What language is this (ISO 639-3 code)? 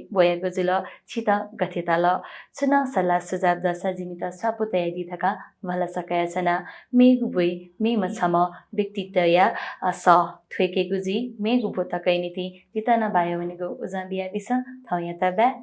new